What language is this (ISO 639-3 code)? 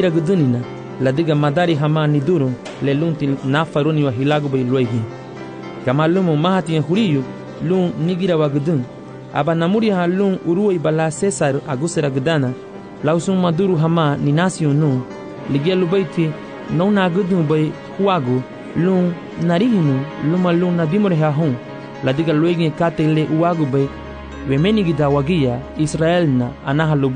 cab